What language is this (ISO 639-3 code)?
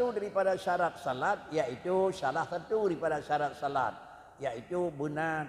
ace